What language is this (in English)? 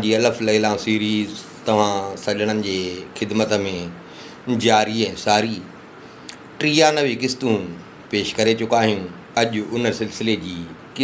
Sindhi